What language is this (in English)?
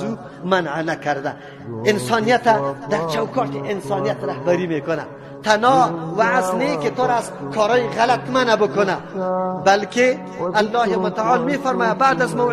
Persian